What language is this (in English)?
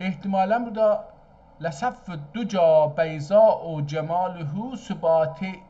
South Azerbaijani